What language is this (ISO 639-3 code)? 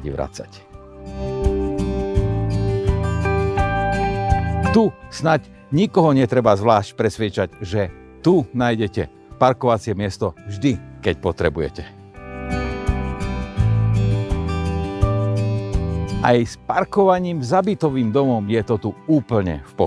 slk